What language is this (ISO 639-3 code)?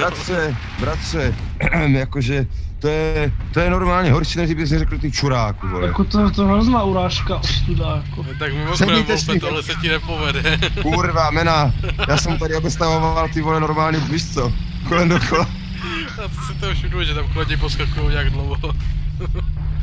ces